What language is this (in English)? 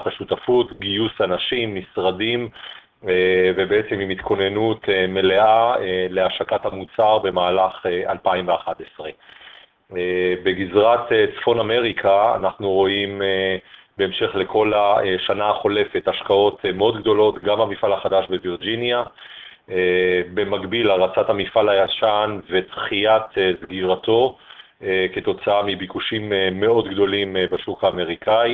Hebrew